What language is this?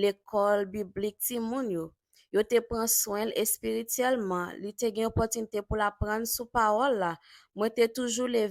Haitian Creole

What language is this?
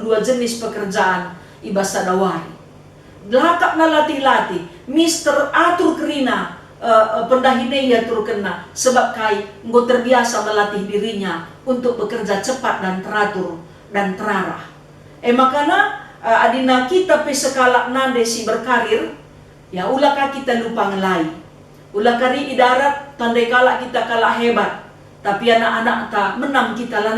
Batak Karo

